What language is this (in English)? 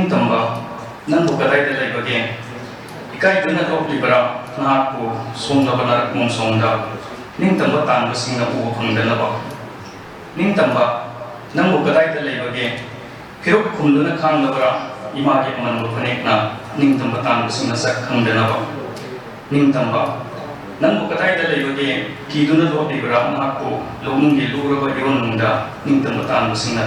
Manipuri